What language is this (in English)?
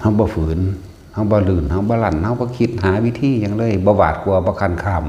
Northeastern Thai